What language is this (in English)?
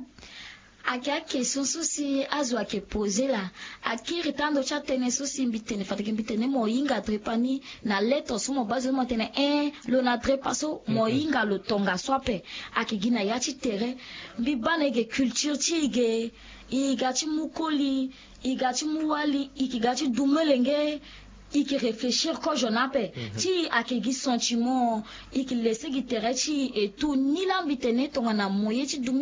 Sango